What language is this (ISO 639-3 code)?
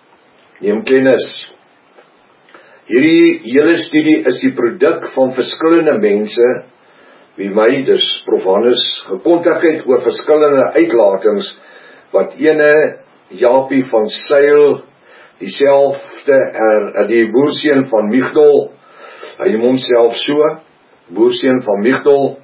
afr